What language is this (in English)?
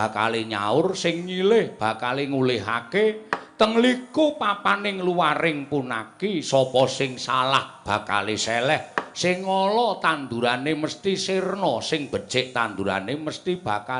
Javanese